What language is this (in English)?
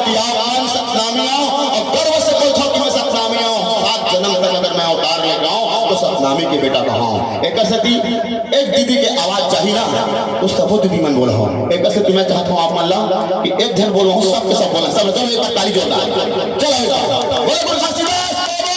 Chhattisgarhi